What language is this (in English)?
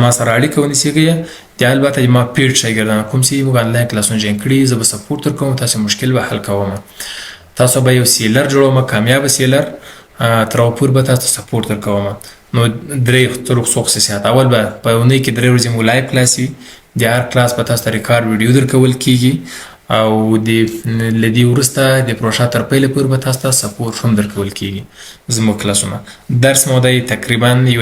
Pashto